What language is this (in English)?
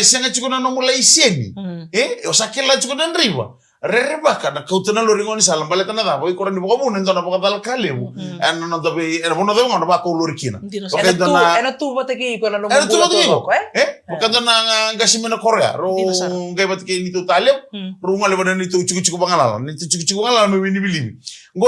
Fijian